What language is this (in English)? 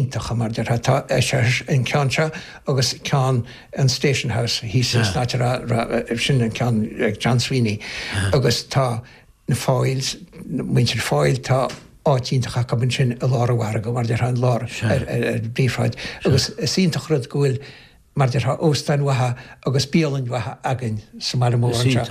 Irish